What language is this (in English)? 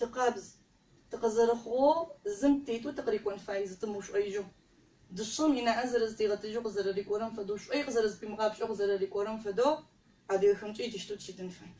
Adyghe